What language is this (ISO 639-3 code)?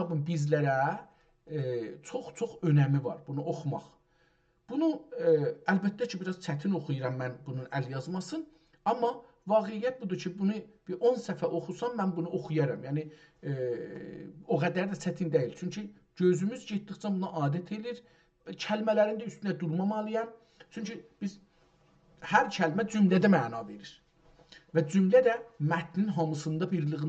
azb